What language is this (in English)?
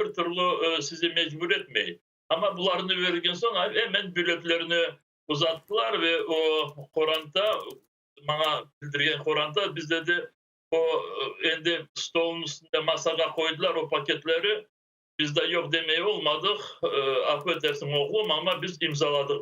Crimean Tatar